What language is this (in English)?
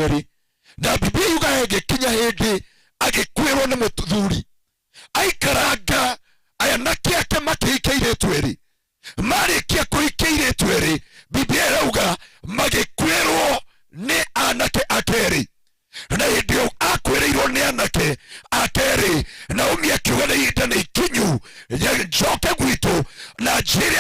Kikuyu